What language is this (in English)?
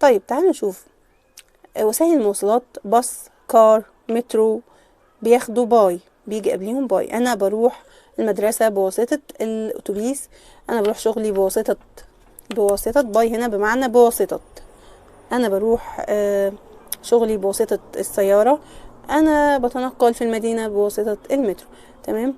Egyptian Arabic